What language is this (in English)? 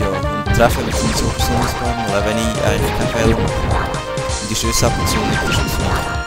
Swiss German